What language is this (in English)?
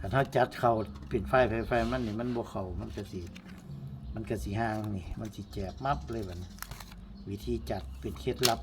Northeastern Thai